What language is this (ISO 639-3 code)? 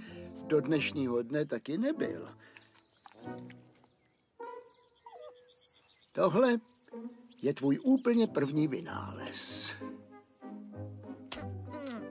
ces